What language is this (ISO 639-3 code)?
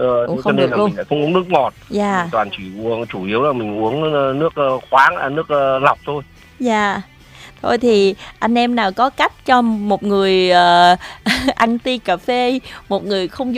vie